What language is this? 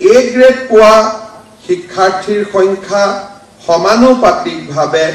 Assamese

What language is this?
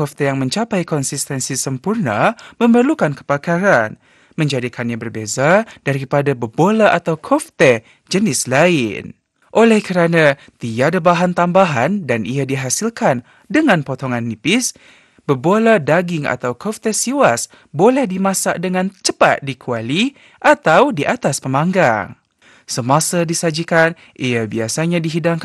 Malay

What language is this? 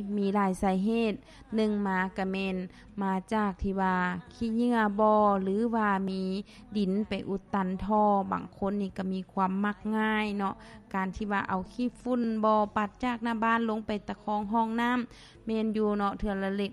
Lao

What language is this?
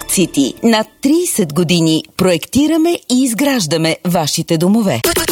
Bulgarian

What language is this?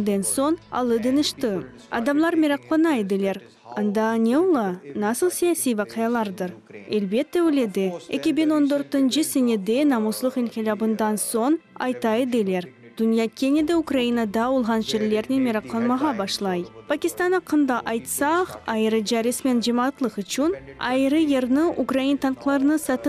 Crimean Tatar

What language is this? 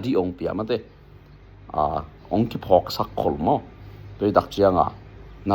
Tedim Chin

